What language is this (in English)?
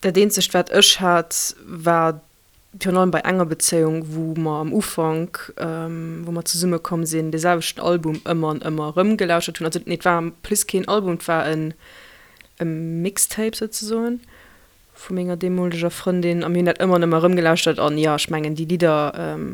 Luxembourgish